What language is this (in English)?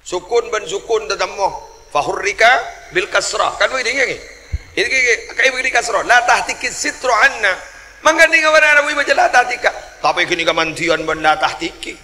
Madurese